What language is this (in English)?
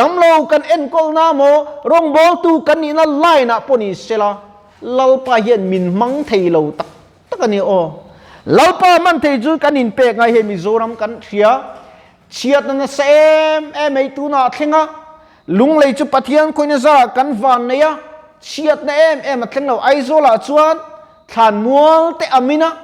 Mizo